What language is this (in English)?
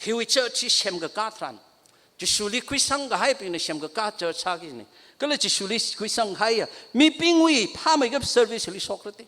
Tangkhul Naga (India)